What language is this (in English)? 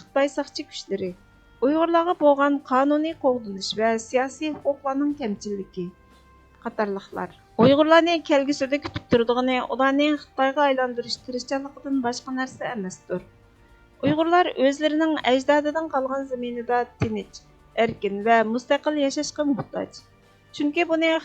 Uyghur